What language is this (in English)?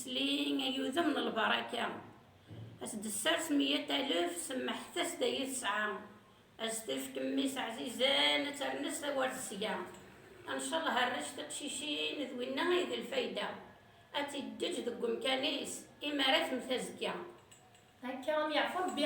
Kabyle